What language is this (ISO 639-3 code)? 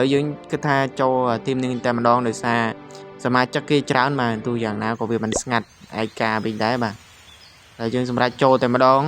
khm